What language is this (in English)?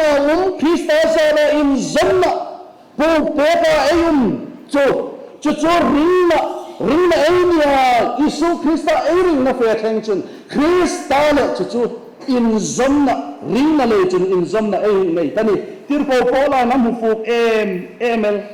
Hmar